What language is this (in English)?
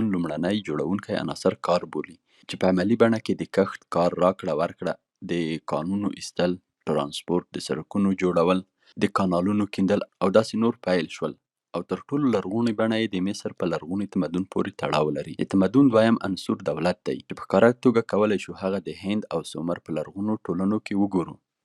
Pashto